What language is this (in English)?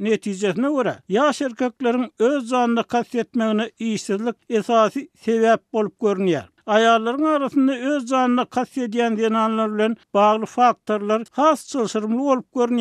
Turkmen